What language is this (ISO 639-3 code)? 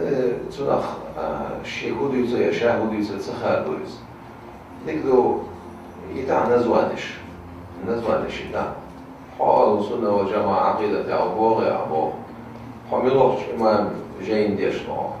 che